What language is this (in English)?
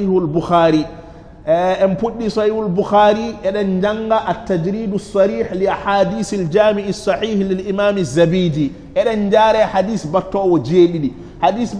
Fula